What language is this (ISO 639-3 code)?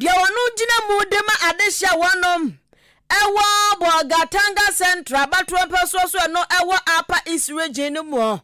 aka